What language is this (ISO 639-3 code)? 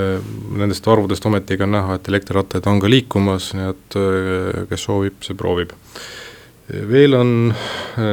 est